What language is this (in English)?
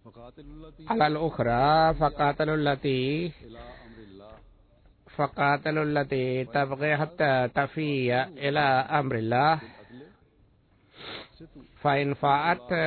Bangla